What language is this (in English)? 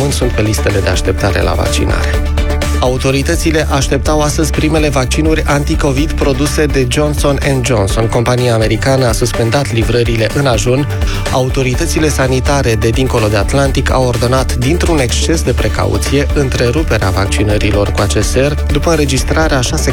Romanian